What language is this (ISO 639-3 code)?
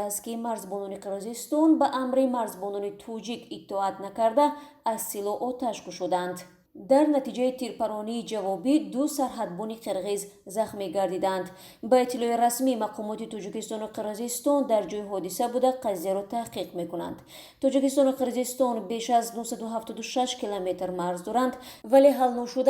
tgk